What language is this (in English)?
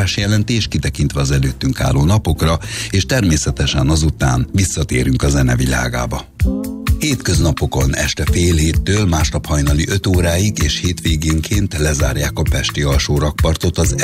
Hungarian